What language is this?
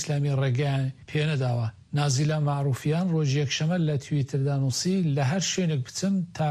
Central Kurdish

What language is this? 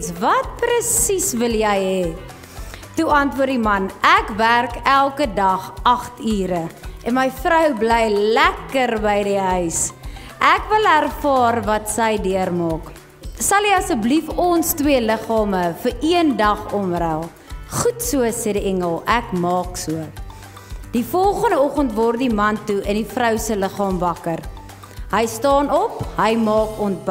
Afrikaans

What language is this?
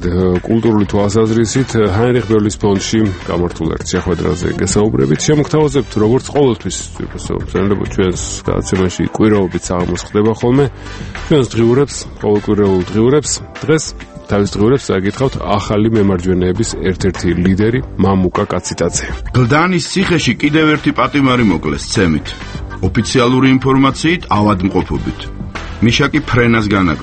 Georgian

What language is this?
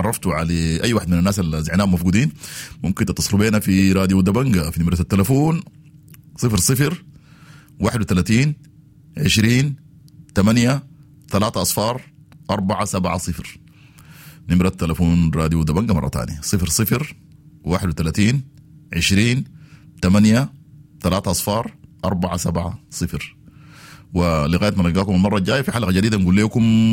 Sudanese Arabic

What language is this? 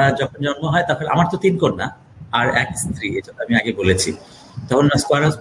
Bangla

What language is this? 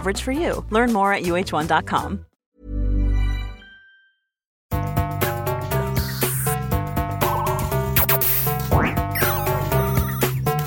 Norwegian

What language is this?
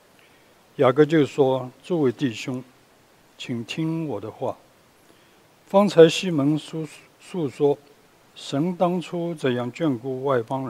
Chinese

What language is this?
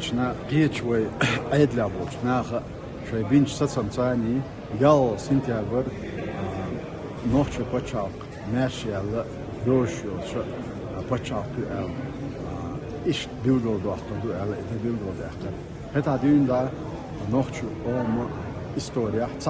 Chechen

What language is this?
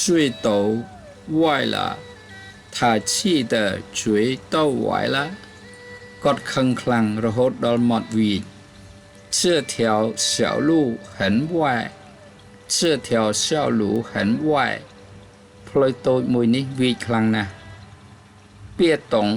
Khmer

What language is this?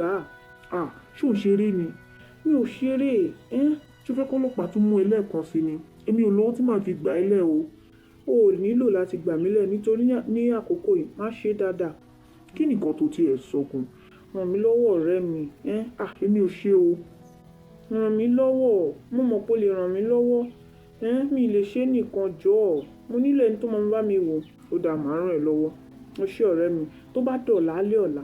Yoruba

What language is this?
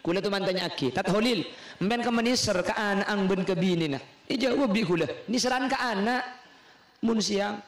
Madurese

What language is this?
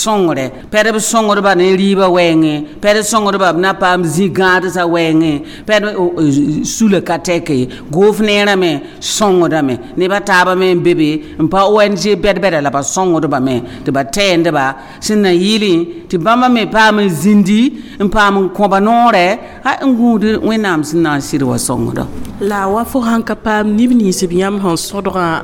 Mossi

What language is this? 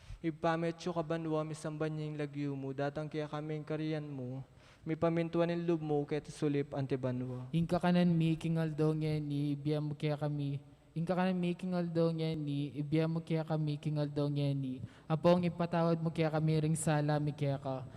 Pampanga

